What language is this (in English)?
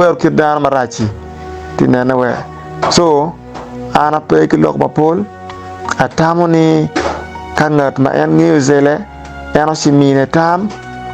Acoli